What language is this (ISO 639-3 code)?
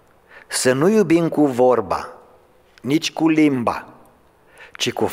ron